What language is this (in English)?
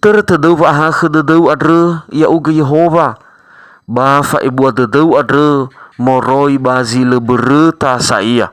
Nias